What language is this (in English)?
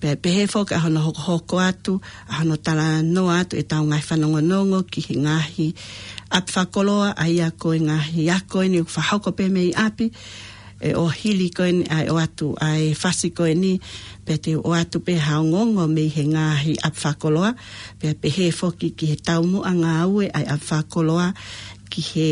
Tongan